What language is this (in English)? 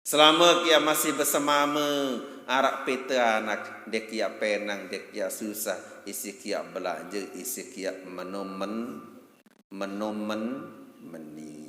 Sasak